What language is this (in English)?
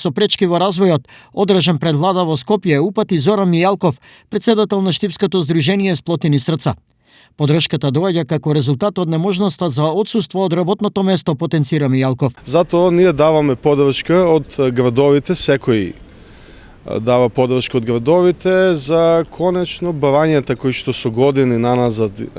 Macedonian